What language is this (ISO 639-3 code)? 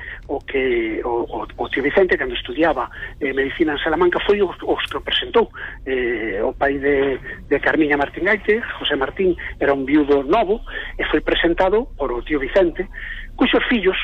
glg